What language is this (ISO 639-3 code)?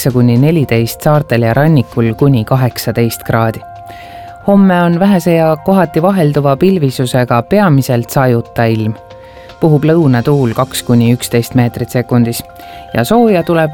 est